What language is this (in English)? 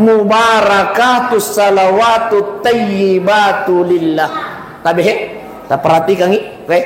Buginese